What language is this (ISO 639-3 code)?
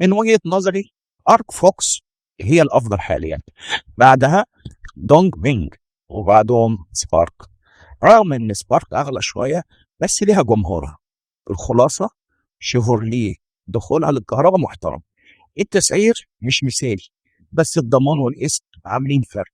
arz